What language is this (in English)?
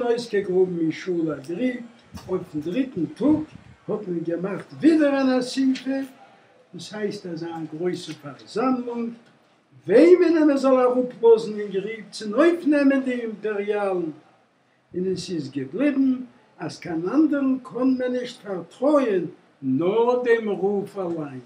Yiddish